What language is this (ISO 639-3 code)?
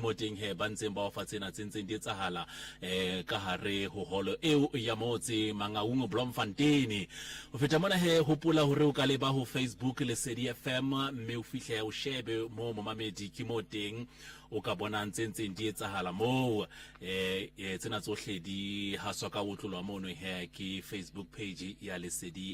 sot